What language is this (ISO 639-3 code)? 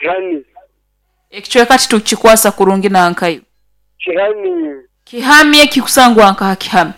nyn